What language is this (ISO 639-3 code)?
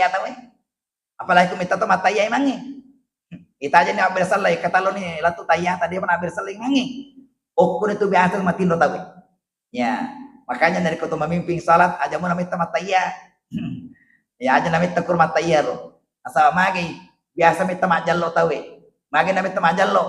bug